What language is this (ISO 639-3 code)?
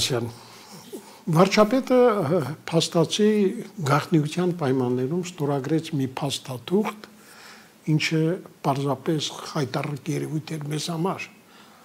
hye